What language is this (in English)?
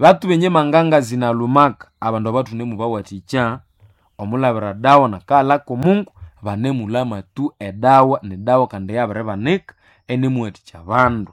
Nande